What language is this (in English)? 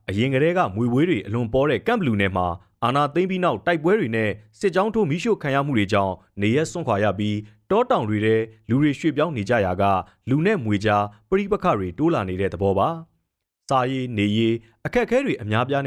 Burmese